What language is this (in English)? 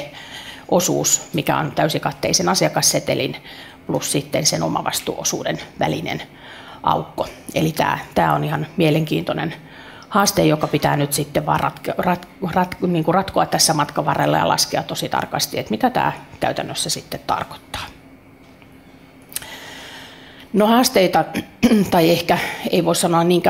Finnish